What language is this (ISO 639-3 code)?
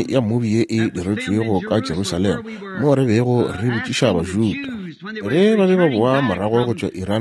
nso